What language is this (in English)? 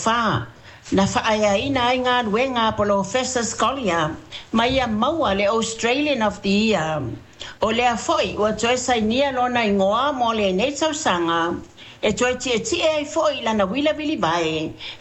Samoan